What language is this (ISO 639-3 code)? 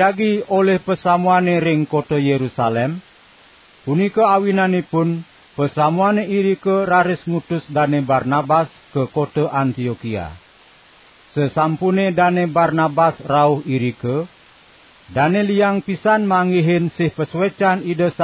ban